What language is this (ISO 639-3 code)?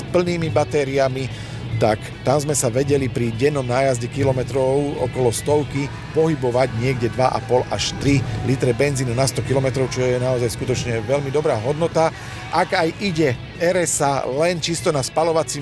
slk